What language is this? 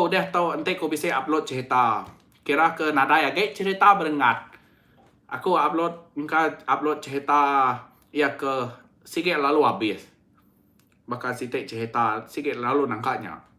Iban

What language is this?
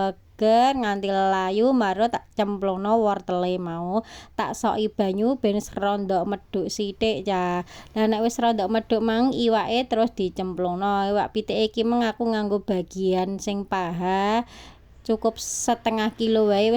Javanese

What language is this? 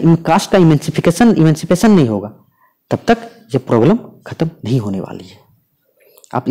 Hindi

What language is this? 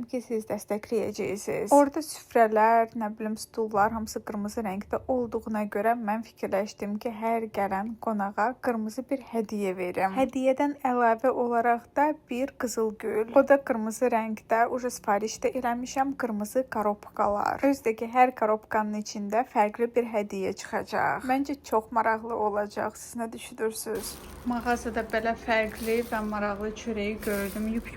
Azerbaijani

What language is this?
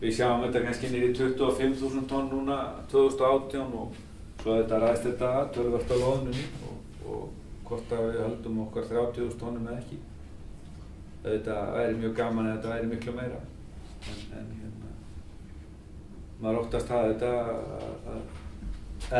Icelandic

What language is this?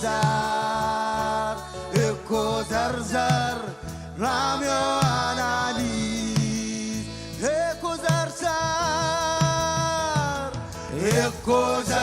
Marshallese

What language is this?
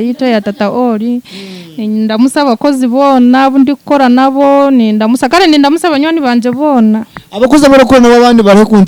Nyankole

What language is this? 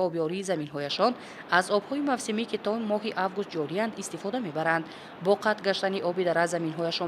Tajik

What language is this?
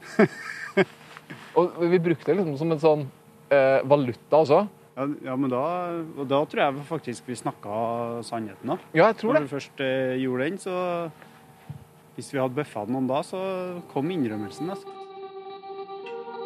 Norwegian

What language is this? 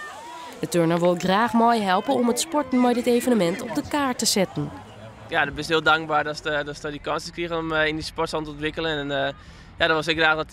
Western Frisian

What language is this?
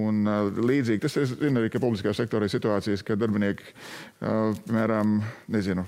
Latvian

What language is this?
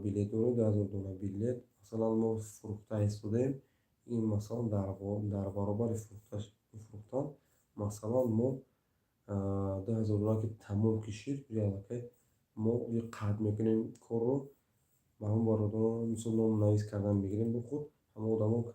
Tajik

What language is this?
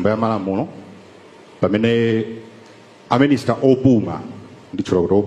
Nyanja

